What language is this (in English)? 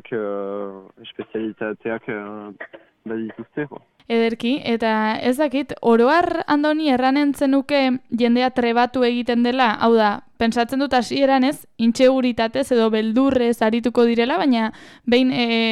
Basque